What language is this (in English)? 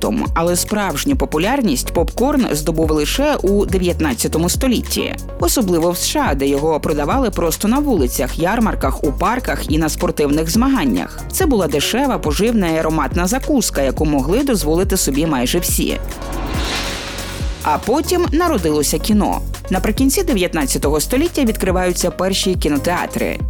Ukrainian